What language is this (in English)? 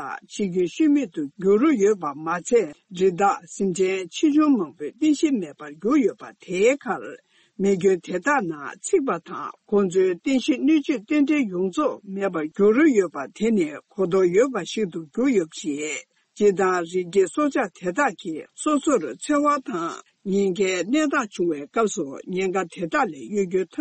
Tibetan